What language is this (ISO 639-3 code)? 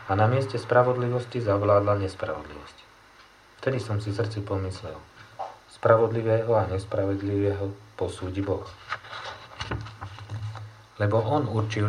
slk